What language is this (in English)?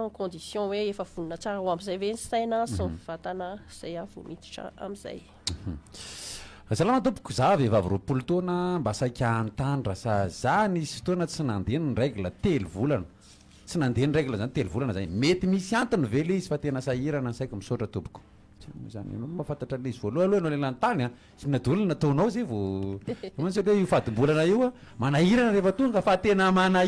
Malagasy